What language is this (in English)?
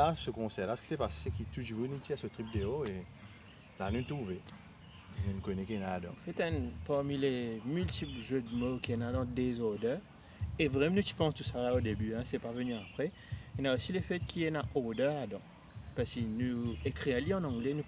Morisyen